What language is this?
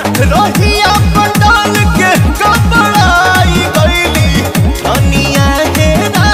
Bhojpuri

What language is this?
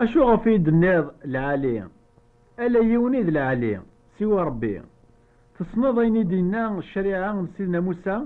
Kabyle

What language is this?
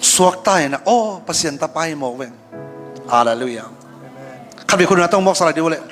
Tedim Chin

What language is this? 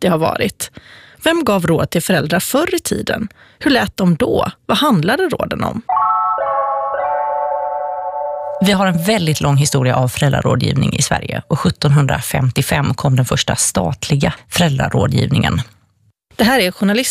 Swedish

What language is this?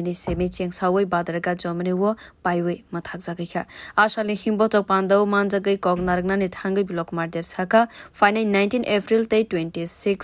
Kok Borok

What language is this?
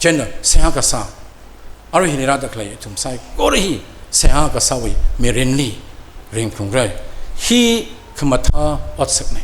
Tangkhul Naga (India)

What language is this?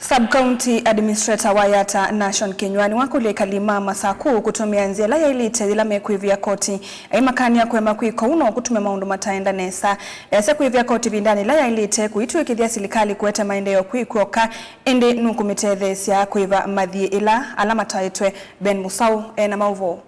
Kamba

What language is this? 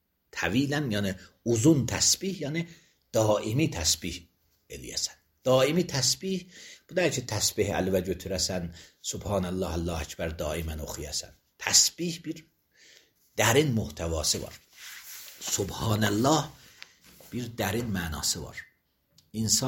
Azerbaijani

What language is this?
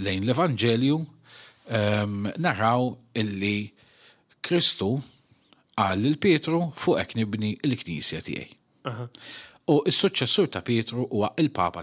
Maltese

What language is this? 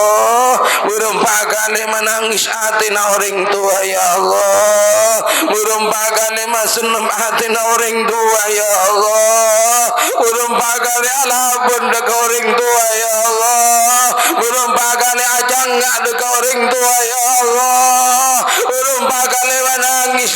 Madurese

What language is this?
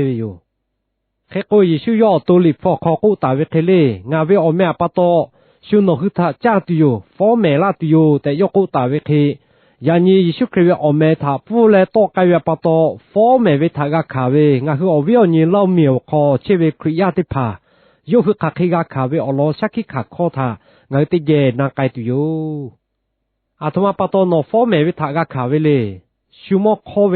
Lahu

